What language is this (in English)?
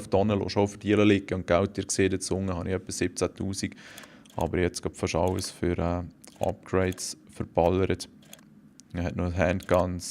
Swiss German